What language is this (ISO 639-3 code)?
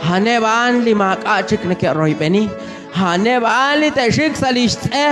kek